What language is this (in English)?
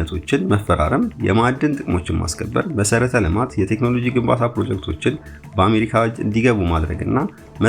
Amharic